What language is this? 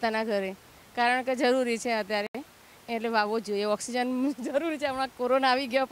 Gujarati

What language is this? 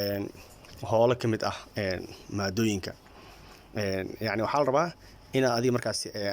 Somali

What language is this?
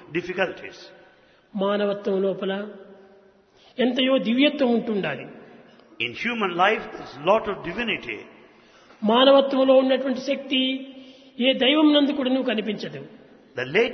Telugu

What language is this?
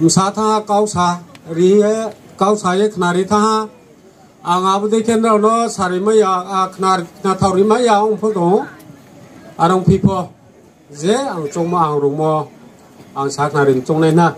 Riang (India)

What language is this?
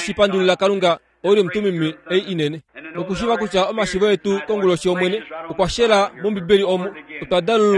Kuanyama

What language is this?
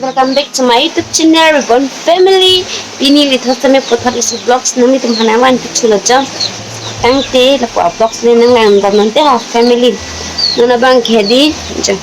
Karbi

